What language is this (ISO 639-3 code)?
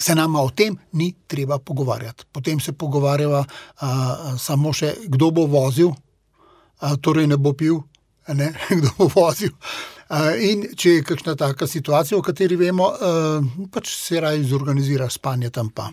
slv